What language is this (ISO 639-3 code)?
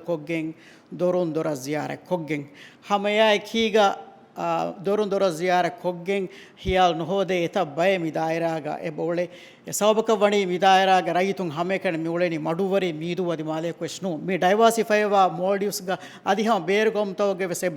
div